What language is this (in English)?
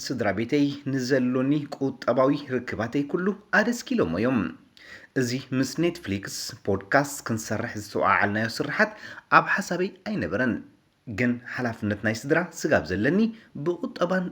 Tigrinya